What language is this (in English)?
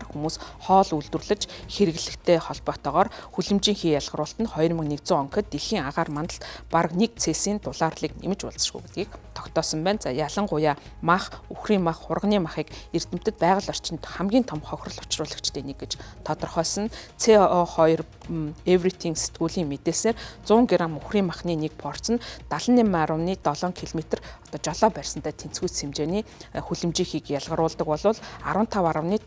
Mongolian